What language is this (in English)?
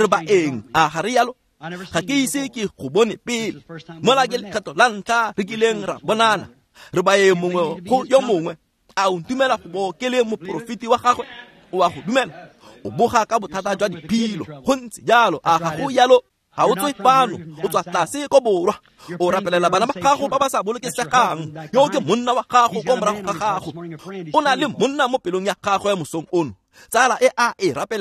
Tswana